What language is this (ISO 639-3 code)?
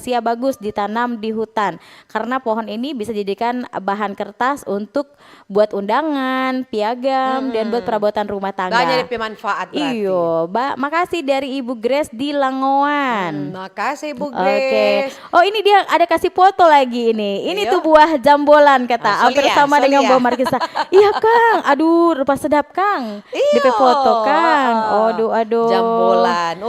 xmm